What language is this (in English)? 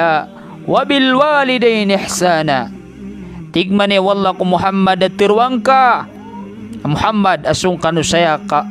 Maranao